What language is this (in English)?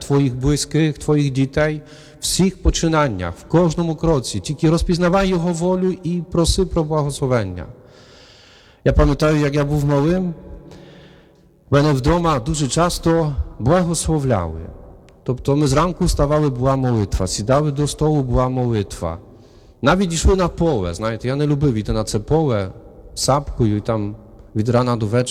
Ukrainian